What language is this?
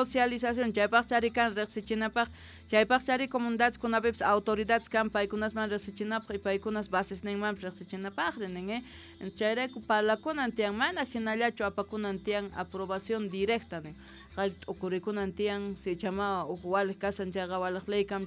South Bolivian Quechua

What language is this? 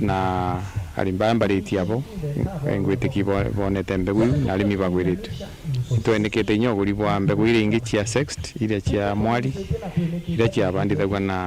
Meru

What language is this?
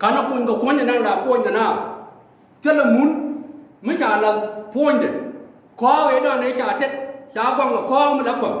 Nuer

